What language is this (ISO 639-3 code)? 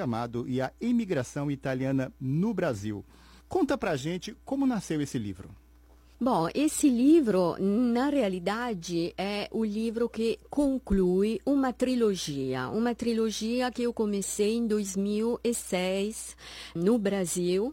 por